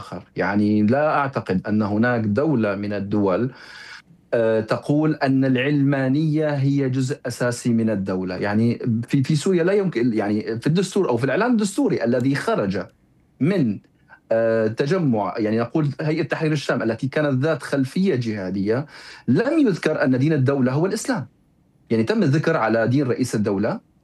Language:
Arabic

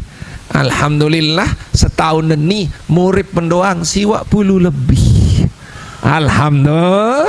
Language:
Sasak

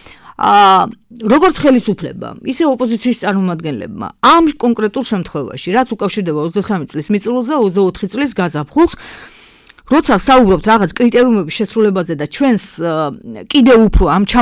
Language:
Georgian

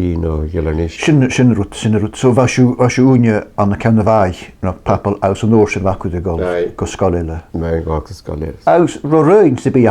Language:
Irish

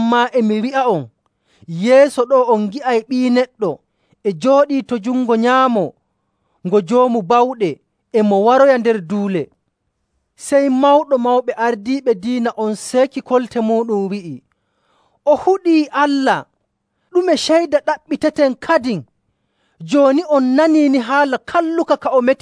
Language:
Nigerian Fulfulde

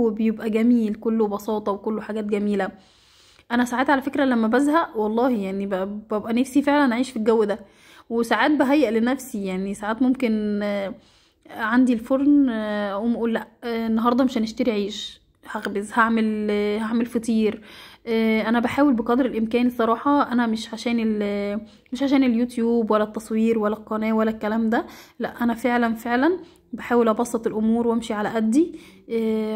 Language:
Egyptian Arabic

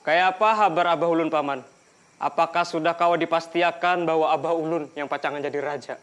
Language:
Banjar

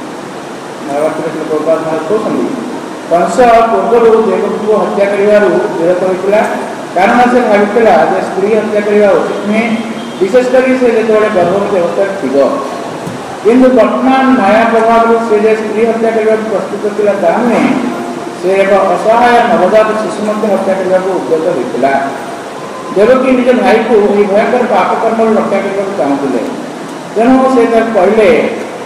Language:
Odia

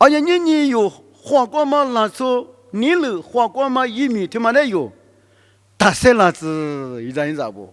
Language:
Lisu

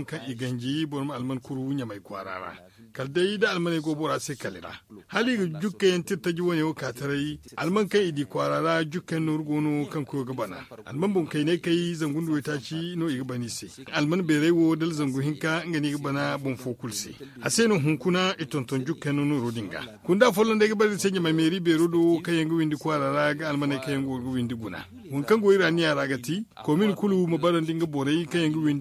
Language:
Zarma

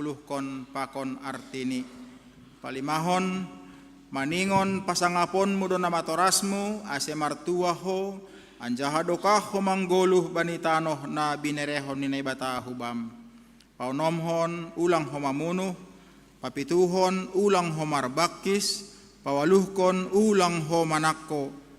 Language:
Batak Simalungun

